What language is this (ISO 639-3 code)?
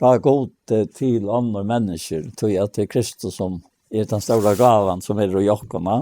fao